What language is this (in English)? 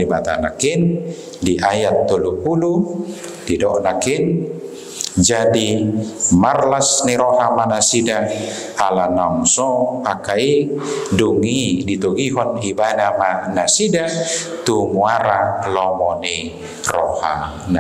Batak Toba